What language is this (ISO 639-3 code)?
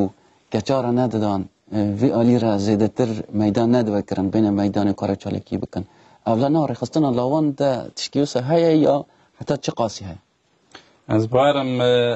kur